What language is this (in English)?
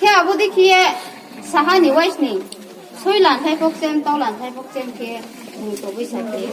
Riang (India)